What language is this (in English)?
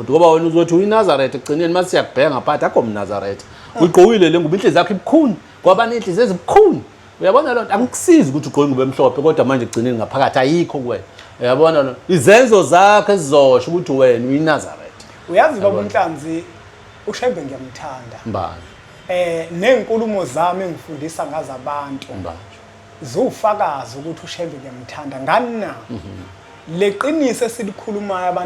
Zulu